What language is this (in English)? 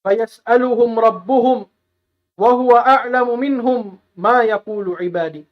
Tausug